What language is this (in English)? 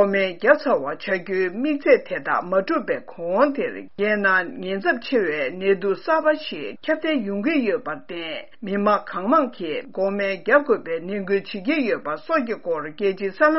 Tibetan